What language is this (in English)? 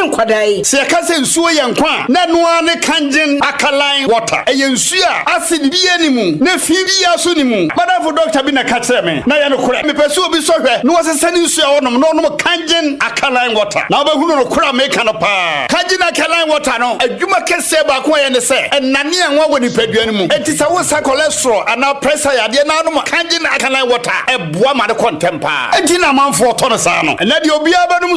Akan